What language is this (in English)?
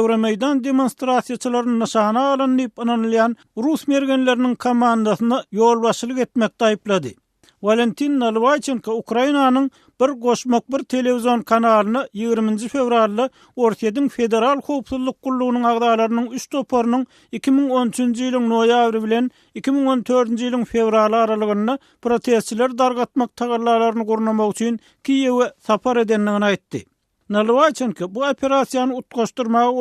Turkmen